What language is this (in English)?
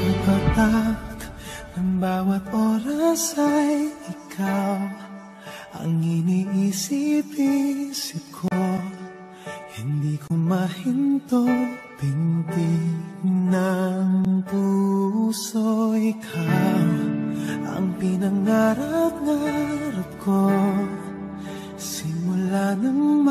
Filipino